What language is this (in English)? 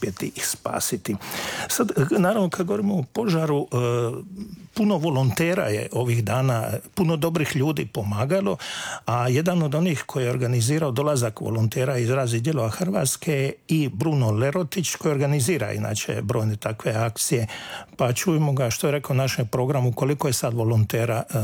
Croatian